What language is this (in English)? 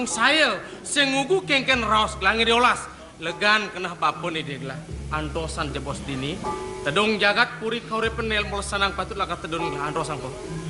Balinese